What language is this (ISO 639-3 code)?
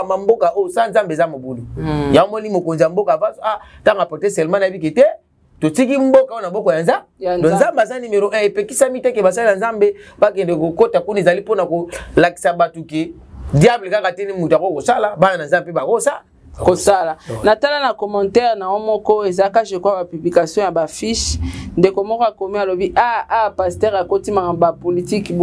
lin